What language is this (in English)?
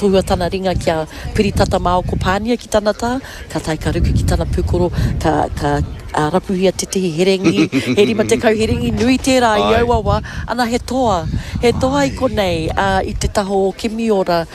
Māori